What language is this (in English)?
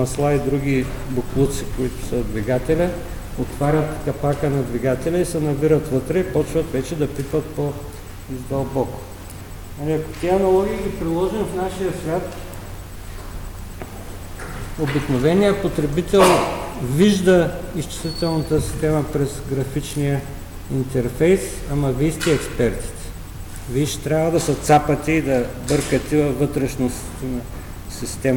Bulgarian